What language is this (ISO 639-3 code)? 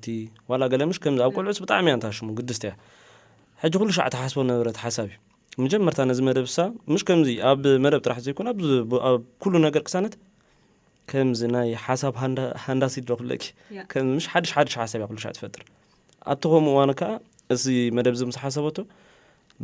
tir